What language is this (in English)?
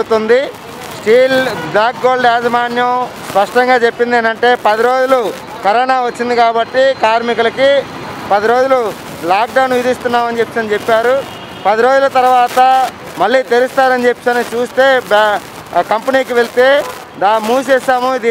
Telugu